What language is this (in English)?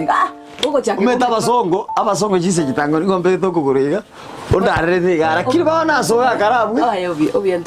Gusii